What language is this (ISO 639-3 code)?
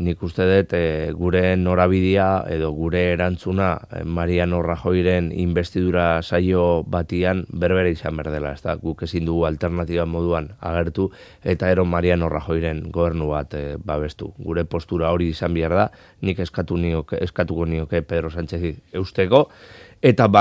eus